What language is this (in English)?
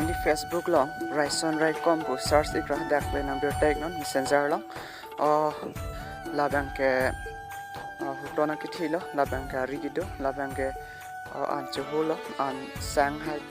Karbi